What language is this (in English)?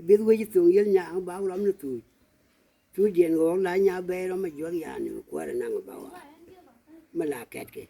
Nuer